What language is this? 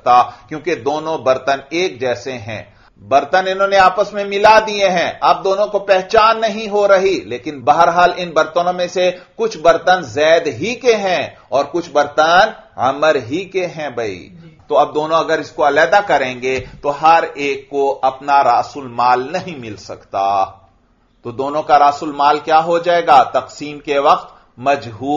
Urdu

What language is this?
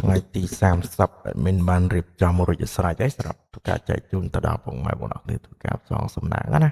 Khmer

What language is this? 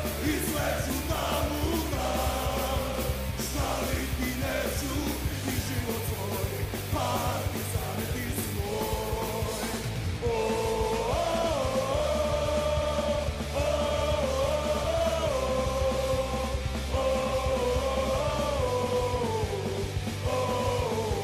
Basque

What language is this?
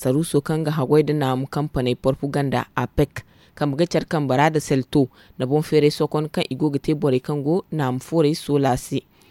Zarma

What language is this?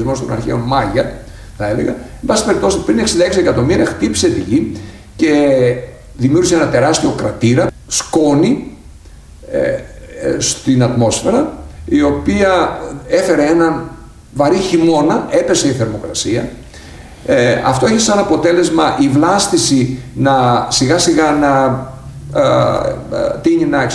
Greek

